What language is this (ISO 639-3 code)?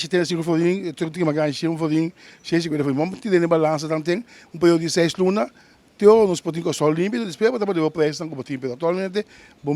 pap